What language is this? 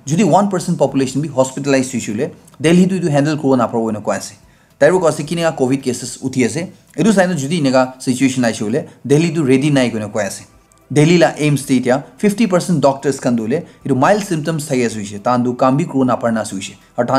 Naga Pidgin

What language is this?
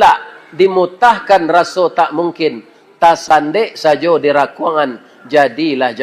Minangkabau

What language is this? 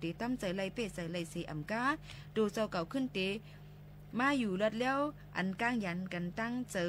Shan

